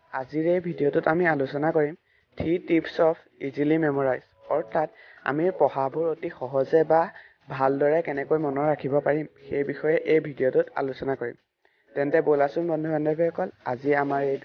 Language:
Assamese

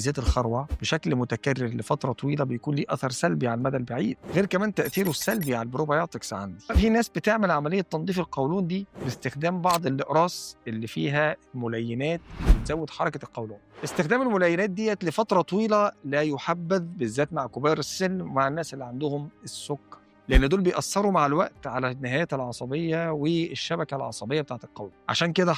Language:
Egyptian Arabic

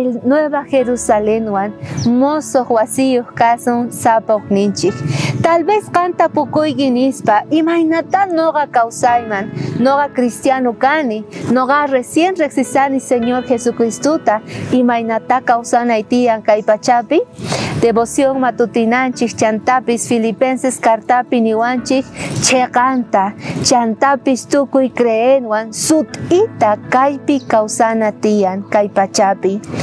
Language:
South Bolivian Quechua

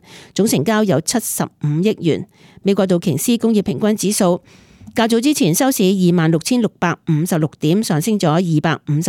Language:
Cantonese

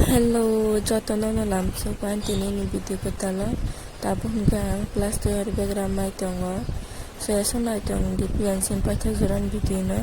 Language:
Kok Borok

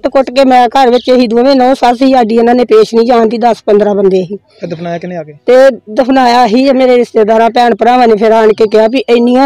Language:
Punjabi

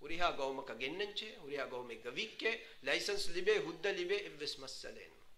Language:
Divehi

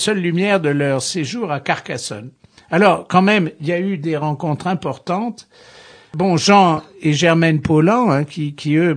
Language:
French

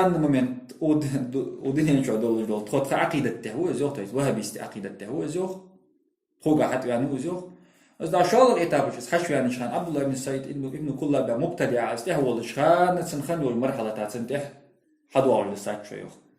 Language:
Ingush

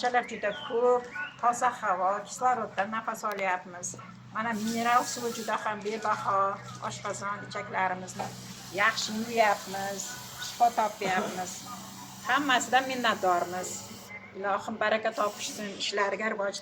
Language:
Uzbek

